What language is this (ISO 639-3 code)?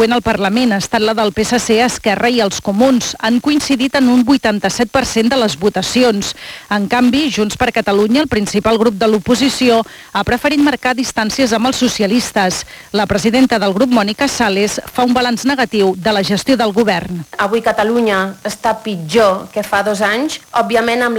cat